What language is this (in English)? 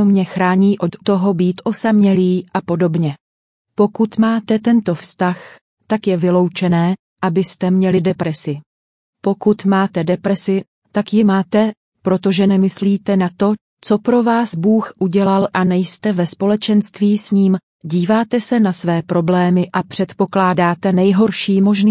Czech